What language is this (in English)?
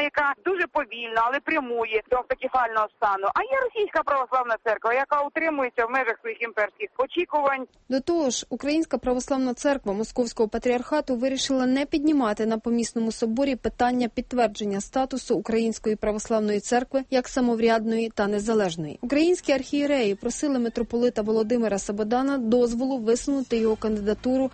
Ukrainian